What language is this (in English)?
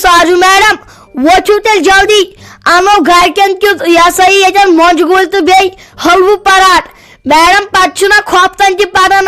Kashmiri